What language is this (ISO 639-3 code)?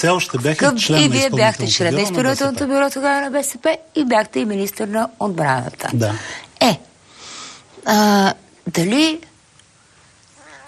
bul